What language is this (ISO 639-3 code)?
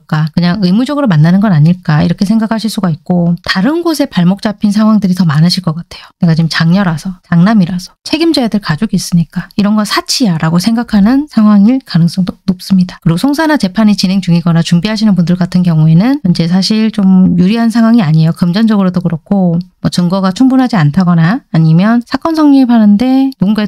kor